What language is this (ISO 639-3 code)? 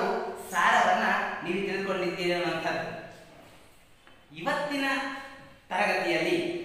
kan